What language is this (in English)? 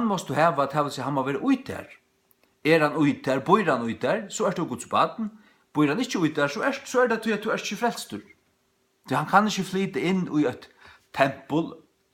Faroese